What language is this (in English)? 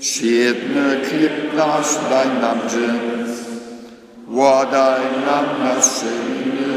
Upper Sorbian